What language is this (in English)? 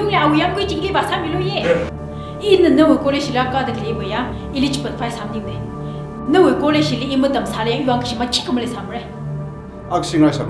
Tangkhul Naga (India)